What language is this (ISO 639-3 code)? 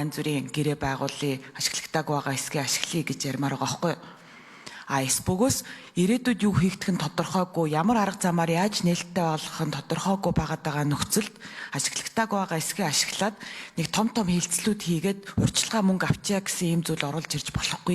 mon